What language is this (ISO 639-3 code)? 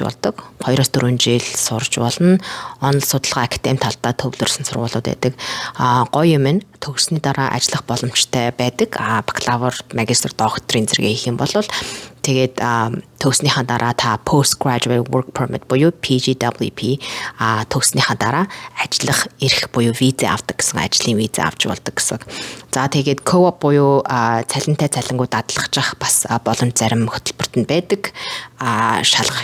mon